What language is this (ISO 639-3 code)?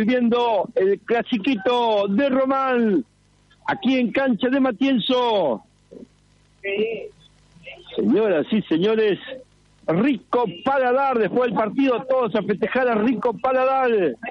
spa